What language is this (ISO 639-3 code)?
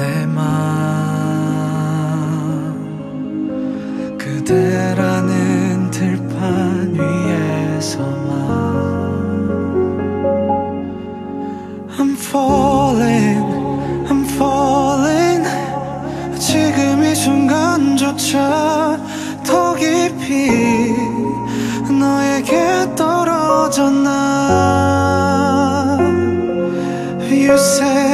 kor